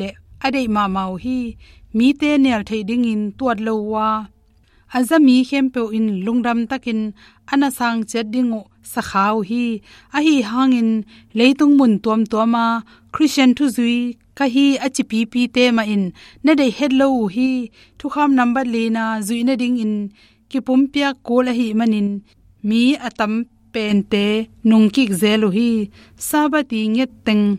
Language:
Tedim Chin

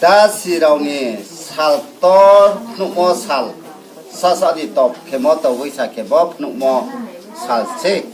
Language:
Riang (India)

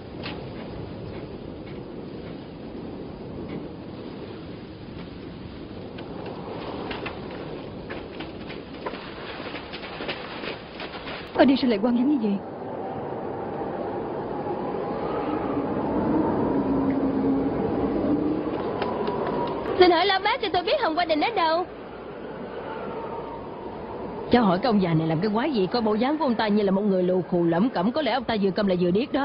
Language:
Vietnamese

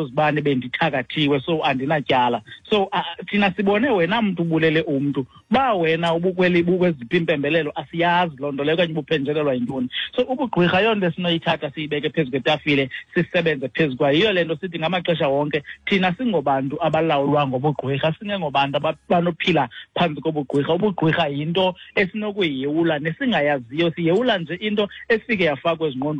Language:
Xhosa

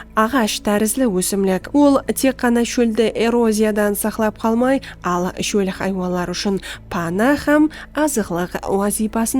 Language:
Kara-Kalpak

